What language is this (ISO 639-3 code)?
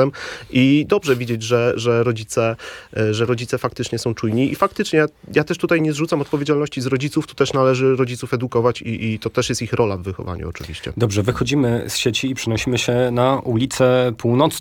pol